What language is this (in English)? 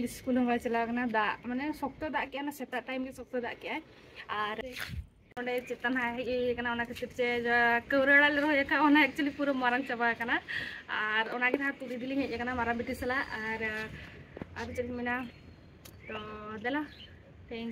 Santali